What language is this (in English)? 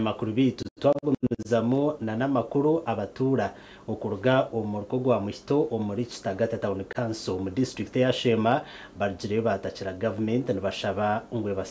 Nyankole